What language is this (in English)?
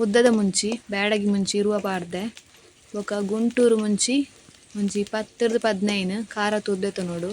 Tulu